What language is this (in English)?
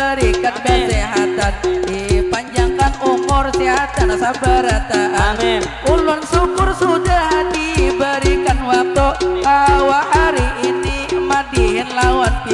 Banjar